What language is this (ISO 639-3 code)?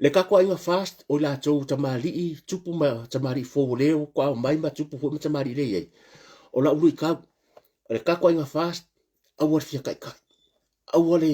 smo